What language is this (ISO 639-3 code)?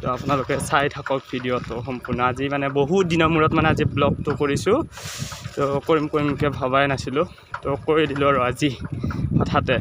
asm